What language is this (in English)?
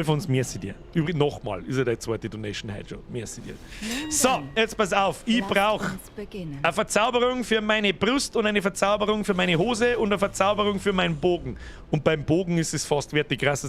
Bavarian